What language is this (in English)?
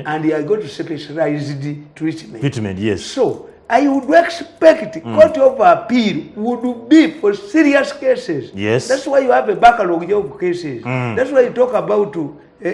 Ganda